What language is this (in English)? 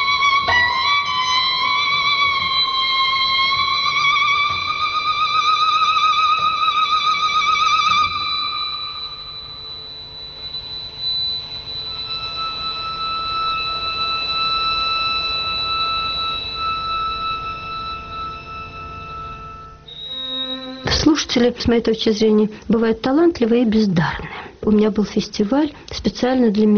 Russian